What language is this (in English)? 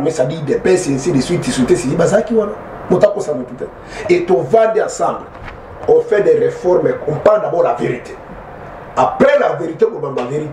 Lingala